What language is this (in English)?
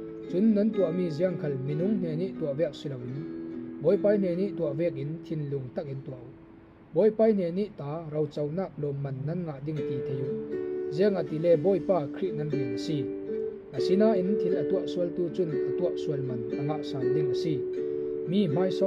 Falam Chin